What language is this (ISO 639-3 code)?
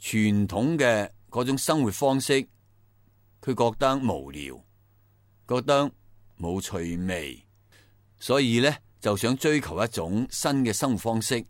yue